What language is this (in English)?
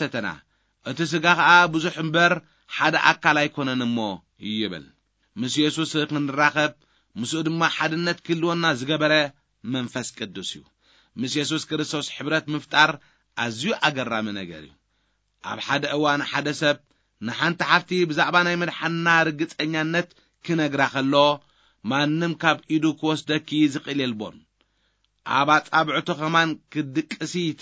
Tigrinya